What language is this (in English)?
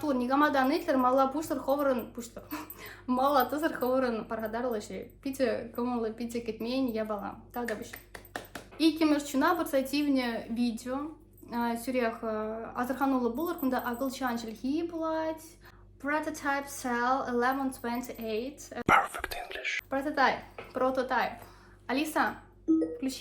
Chuvash